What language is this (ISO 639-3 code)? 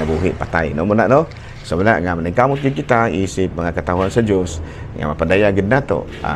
ceb